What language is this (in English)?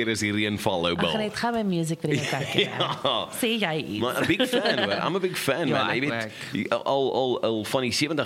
Afrikaans